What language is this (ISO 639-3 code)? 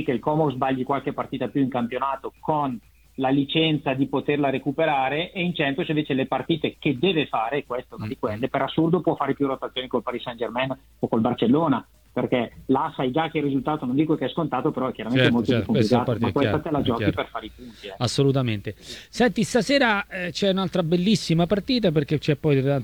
ita